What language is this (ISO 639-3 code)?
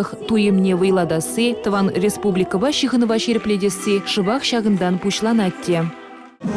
chv